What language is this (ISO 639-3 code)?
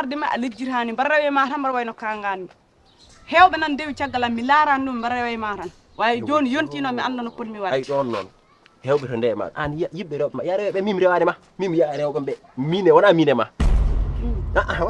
ful